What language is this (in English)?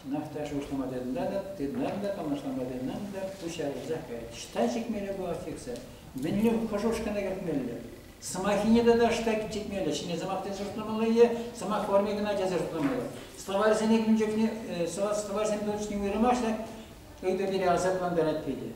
Chuvash